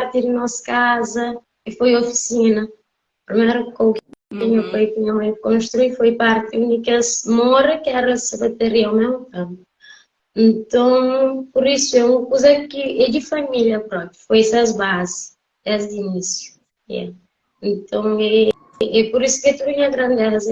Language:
Kabuverdianu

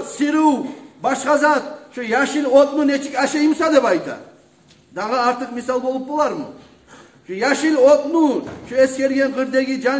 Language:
Kumyk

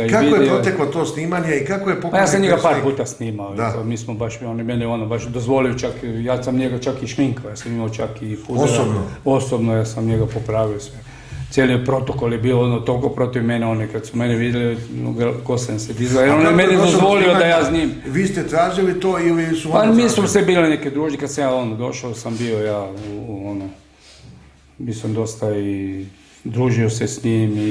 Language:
Croatian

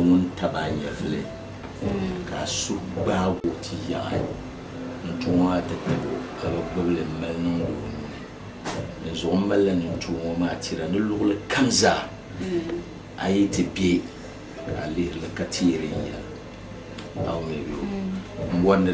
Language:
Dagbani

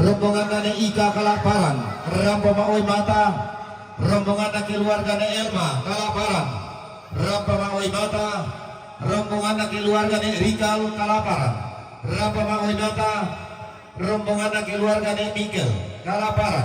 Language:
Toraja-Sa'dan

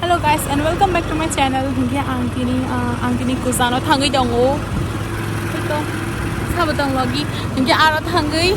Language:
Kok Borok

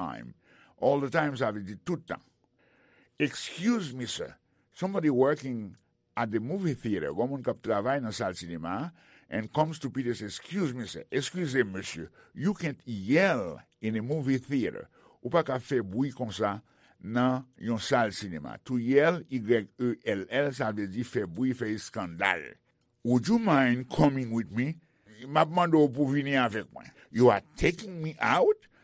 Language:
Haitian Creole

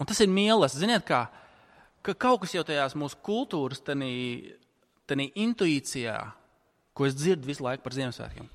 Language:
Latvian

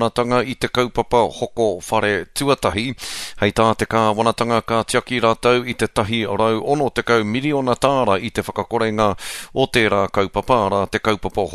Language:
Māori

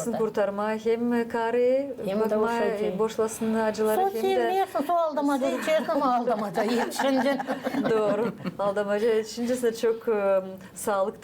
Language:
Gagauz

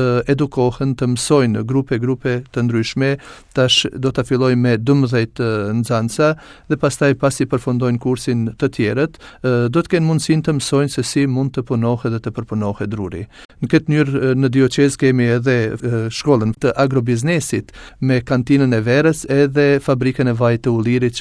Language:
Albanian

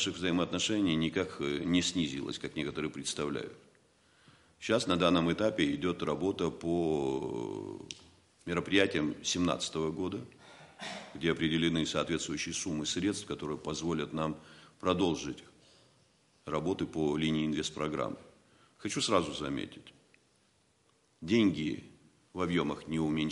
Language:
Russian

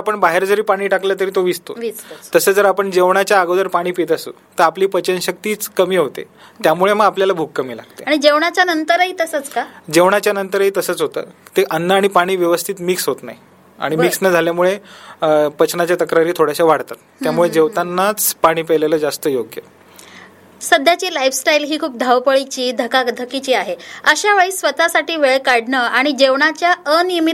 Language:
Marathi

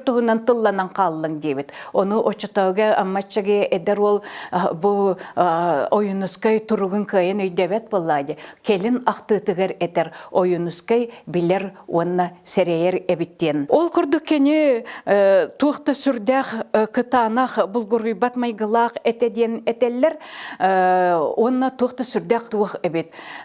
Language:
Yakut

